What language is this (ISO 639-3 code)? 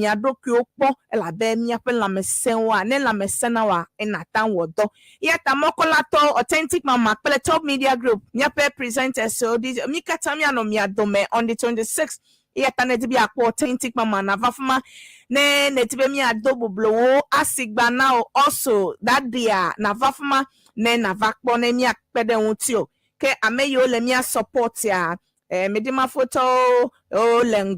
ewe